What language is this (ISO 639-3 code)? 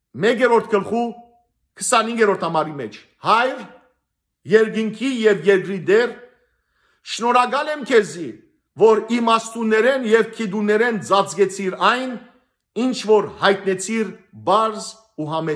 hyw